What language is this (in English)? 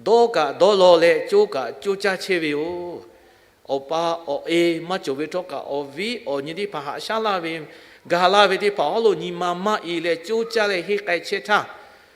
Lahu